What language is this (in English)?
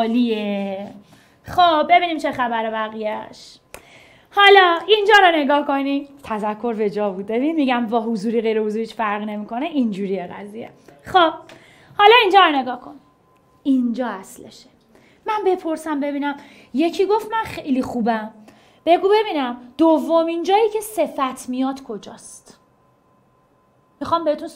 Persian